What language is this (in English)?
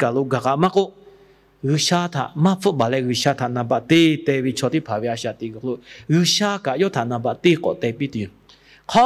Lahu